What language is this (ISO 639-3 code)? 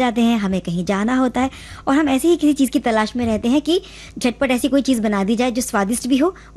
hin